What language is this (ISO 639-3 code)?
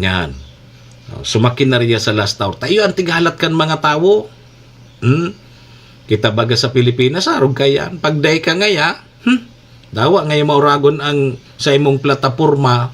bik